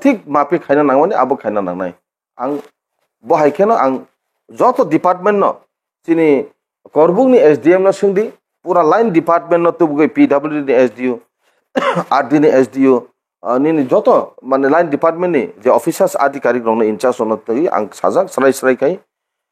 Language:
Kok Borok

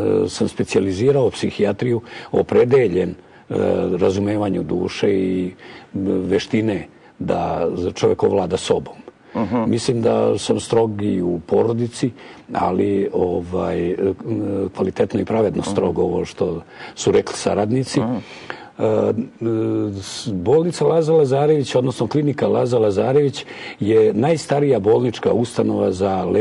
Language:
Serbian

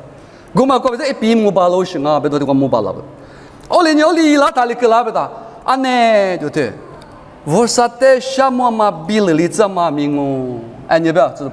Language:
Lisu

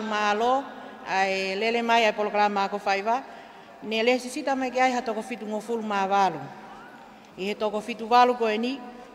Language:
Tongan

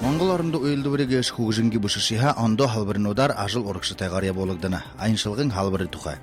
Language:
Buriat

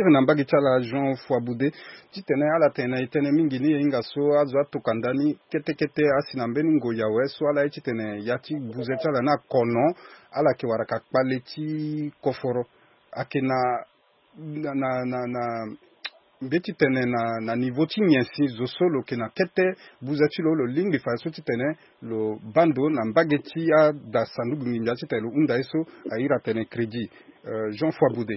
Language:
Sango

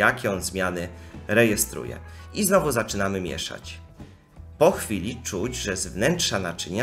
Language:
Polish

